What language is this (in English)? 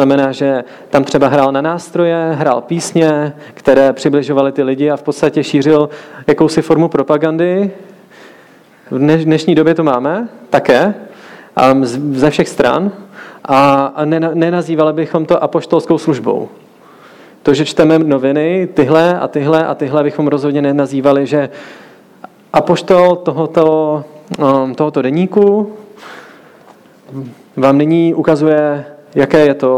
Czech